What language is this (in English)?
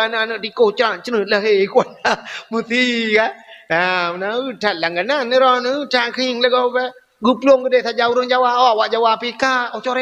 Achinese